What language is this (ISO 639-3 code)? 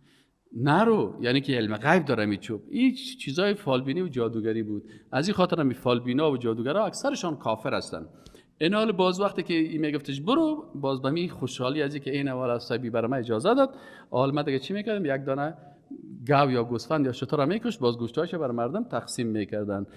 fas